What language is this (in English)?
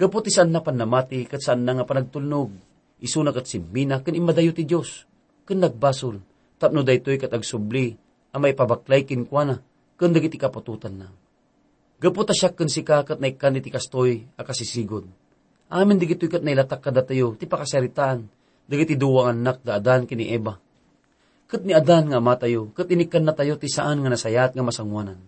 Iloko